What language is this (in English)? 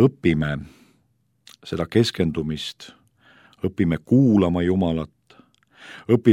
Estonian